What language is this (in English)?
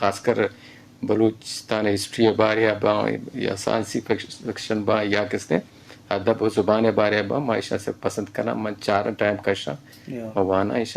Eastern Balochi